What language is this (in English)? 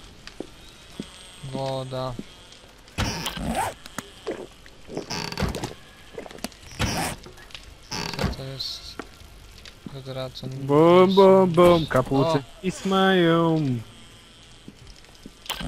Polish